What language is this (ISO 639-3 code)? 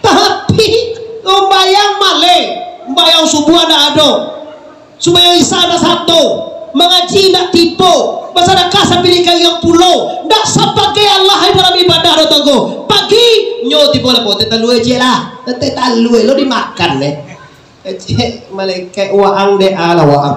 min